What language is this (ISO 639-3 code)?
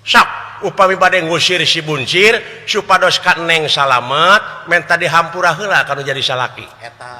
sun